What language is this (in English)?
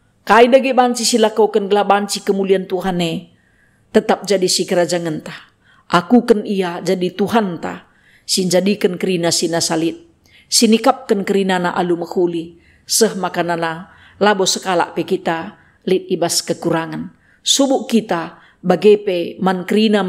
Batak Karo